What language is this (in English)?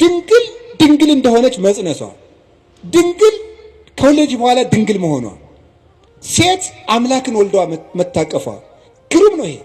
Amharic